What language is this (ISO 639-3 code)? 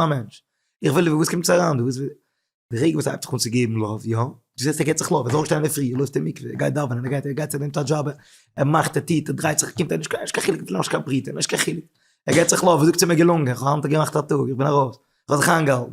yid